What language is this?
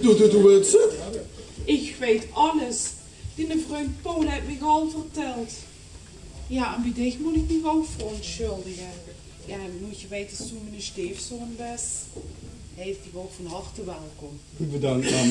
Limburgish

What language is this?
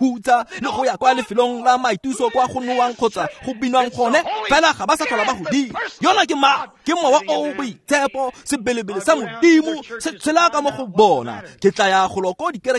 Tswana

